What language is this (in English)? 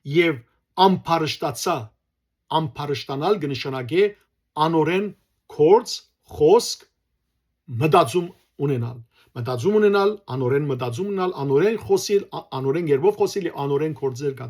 Western Armenian